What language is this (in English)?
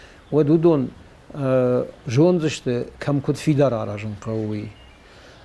Ossetic